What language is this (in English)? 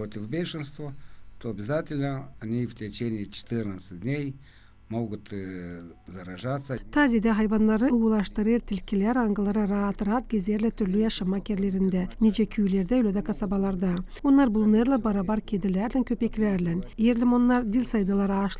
Gagauz